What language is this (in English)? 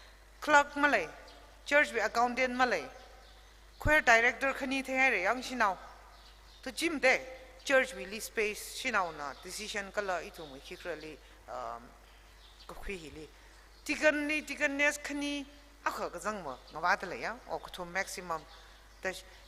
Tangkhul Naga (India)